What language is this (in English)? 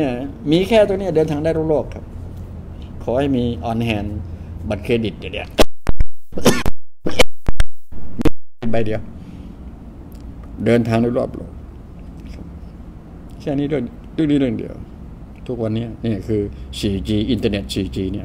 Thai